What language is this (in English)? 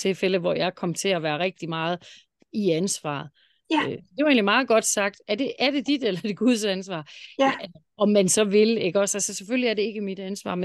Danish